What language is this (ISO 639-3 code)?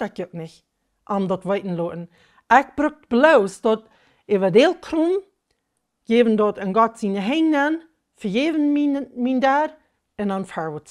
pdt